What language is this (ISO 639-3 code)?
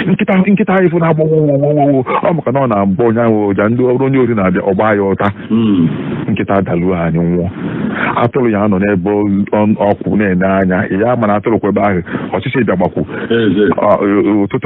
ibo